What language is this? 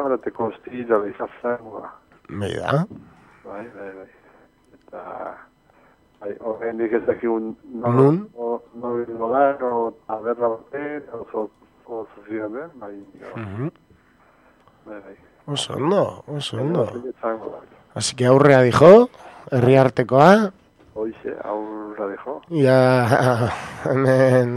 Basque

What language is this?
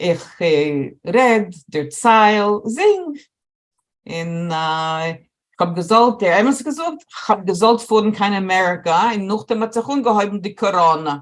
Yiddish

